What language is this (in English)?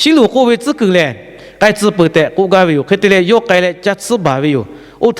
Lahu